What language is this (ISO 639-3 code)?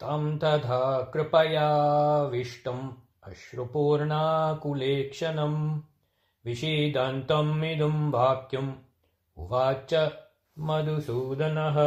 san